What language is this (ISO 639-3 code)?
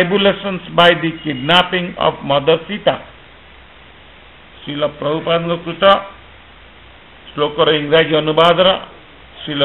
ori